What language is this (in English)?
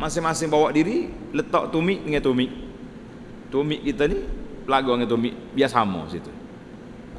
Malay